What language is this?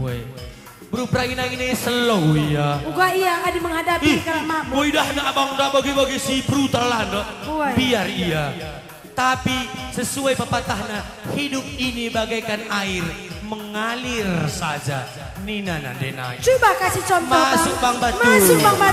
Batak Karo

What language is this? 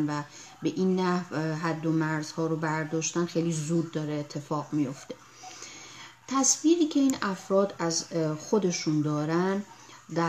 Persian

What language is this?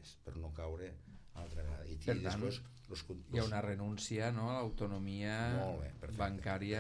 Catalan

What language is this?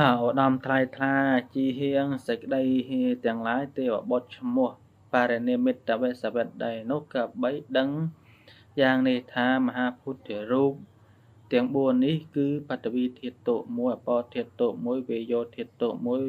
Khmer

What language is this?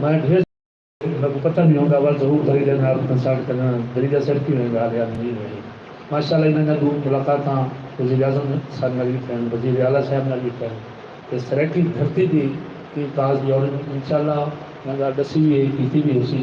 Saraiki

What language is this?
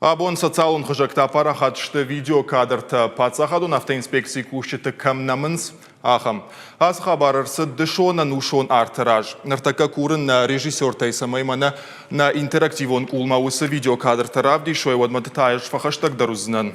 Ossetic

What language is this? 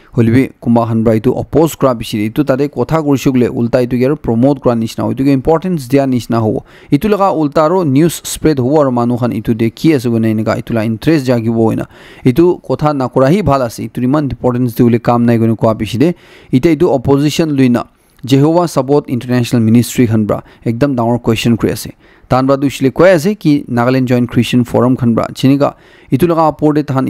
Naga Pidgin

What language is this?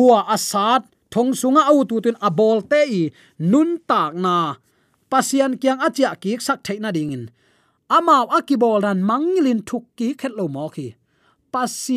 Tedim Chin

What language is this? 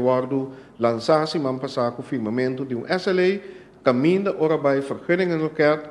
Papiamento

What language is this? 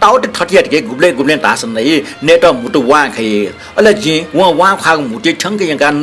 Newari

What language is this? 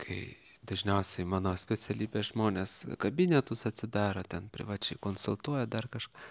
Lithuanian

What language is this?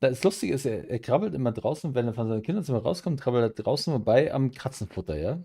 Bavarian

